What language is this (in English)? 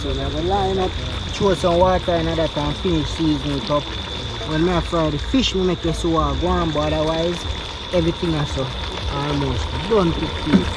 Jamaican Creole English